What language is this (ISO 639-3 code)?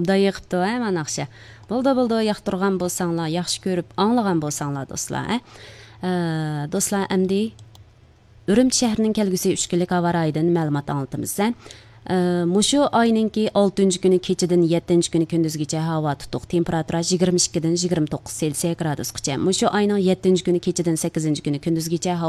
uig